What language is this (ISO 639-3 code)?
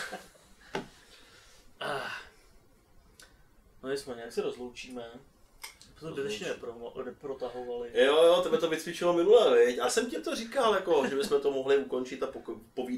ces